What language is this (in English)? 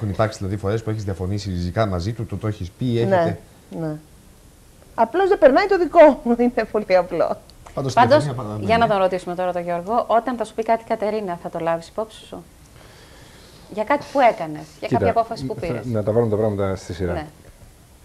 Greek